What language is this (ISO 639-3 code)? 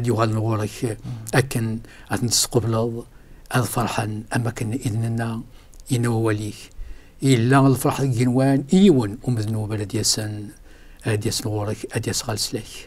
kab